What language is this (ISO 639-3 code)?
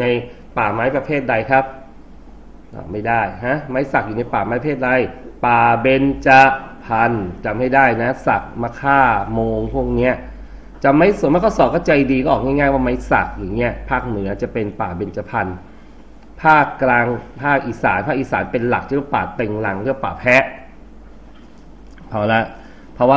tha